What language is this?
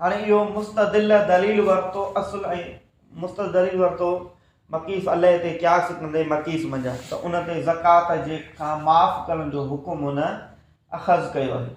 Sindhi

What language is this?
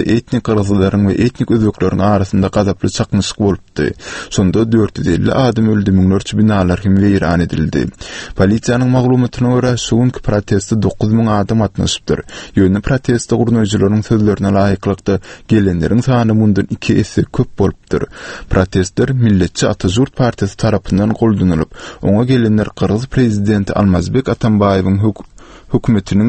Turkmen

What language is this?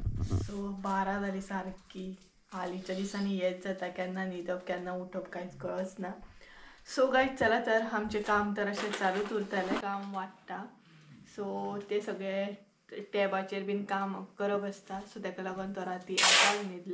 Konkani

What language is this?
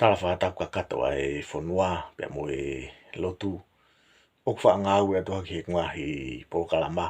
Tongan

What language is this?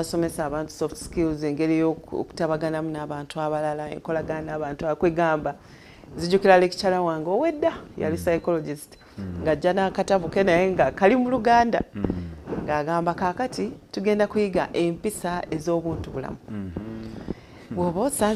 Ganda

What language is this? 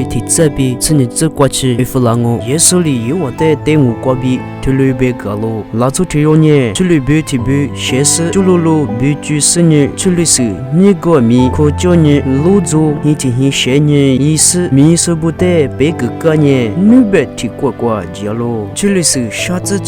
Lisu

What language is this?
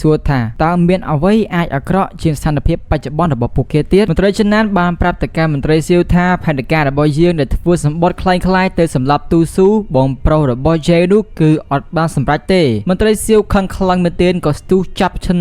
Khmer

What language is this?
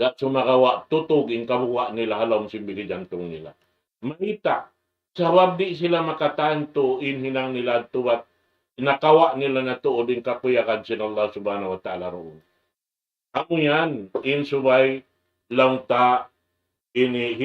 Tausug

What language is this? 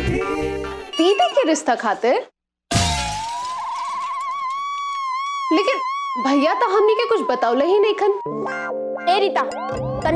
Bhojpuri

